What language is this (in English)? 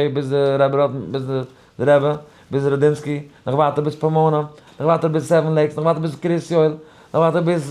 Yiddish